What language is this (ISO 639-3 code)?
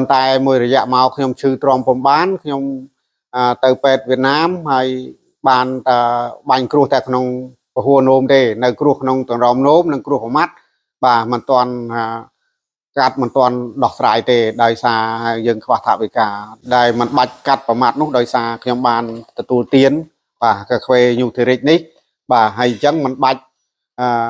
khm